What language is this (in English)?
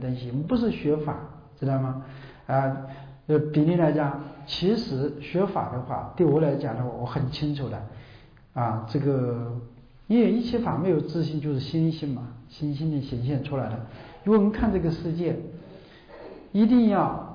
Chinese